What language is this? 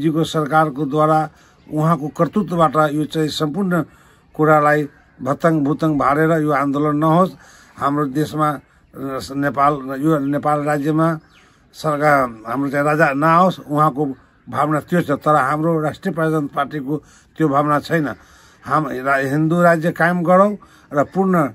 Nepali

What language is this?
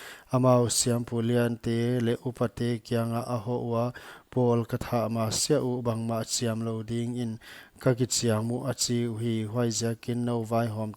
Paite Chin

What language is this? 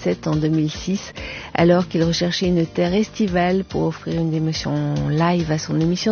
French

